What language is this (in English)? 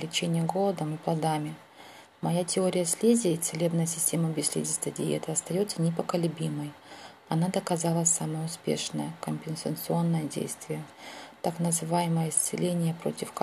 Russian